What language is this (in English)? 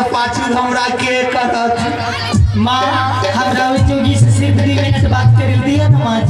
Maithili